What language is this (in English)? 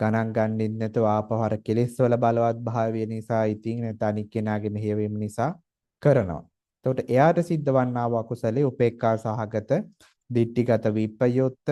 Sinhala